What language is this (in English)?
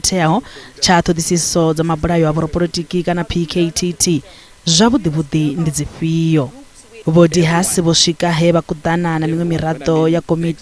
Venda